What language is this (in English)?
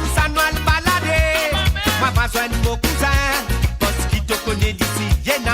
Morisyen